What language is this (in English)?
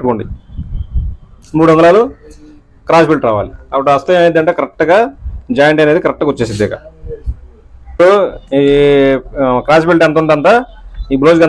Telugu